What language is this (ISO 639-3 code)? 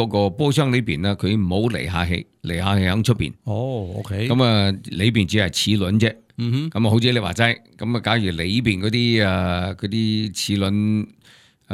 yue